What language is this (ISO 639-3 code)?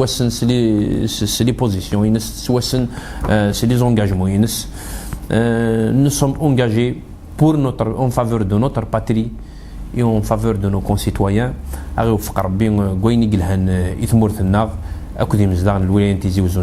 kab